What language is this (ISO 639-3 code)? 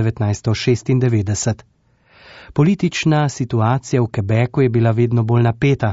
slv